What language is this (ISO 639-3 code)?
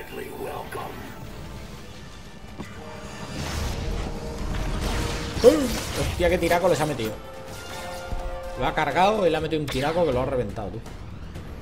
spa